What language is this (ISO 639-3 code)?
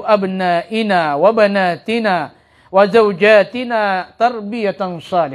mrw